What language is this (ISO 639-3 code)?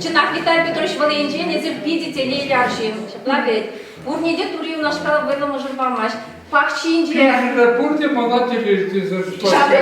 chv